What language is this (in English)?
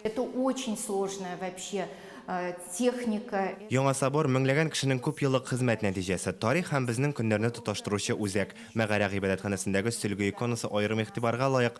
Tatar